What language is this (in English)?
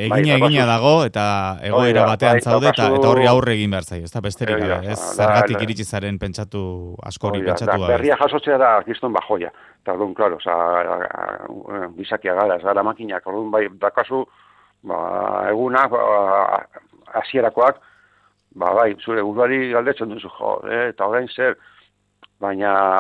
Basque